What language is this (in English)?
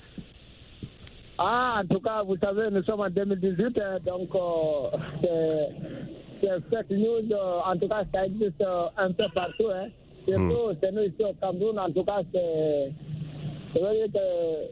French